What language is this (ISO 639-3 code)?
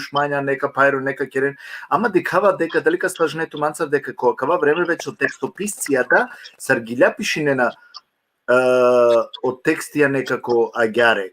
rmn